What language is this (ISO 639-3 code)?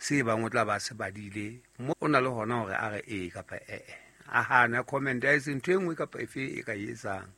sot